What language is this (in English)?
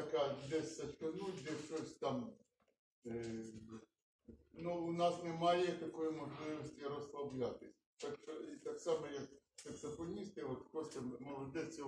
Ukrainian